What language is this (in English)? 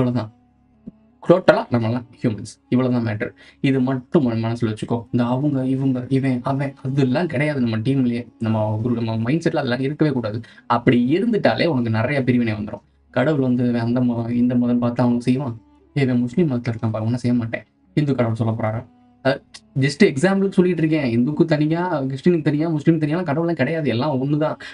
Tamil